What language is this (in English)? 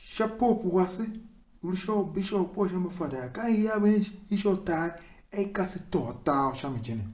Tiv